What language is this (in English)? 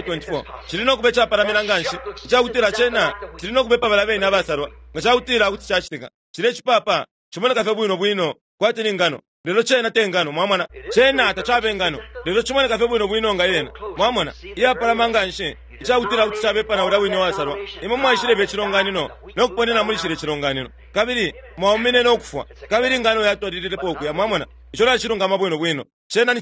Bemba